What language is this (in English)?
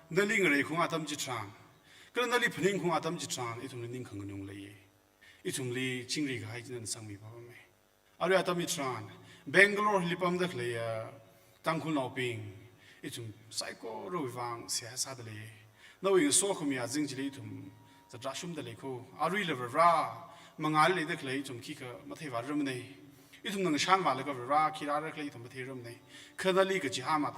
Tangkhul Naga (India)